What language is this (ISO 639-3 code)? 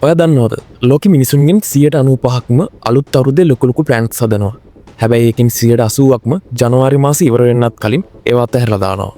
sin